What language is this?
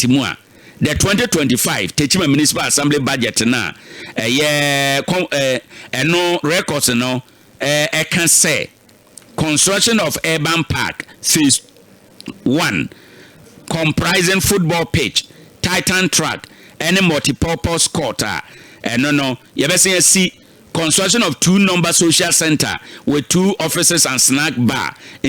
Akan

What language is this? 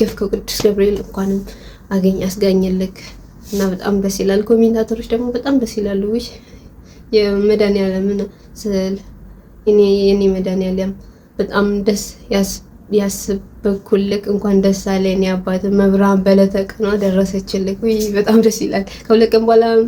Amharic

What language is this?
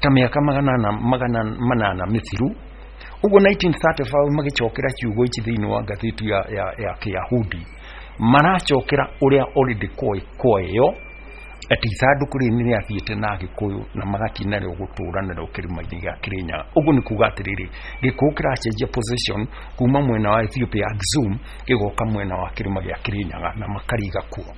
Kikuyu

